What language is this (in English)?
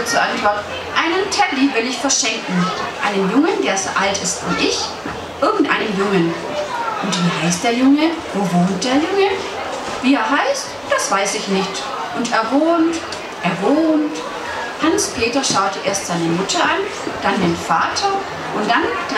German